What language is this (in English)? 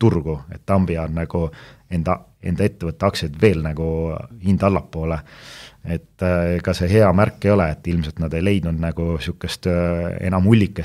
Estonian